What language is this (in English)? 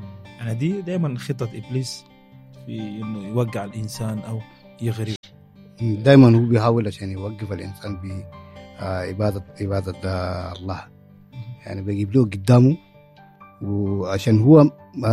Egyptian Arabic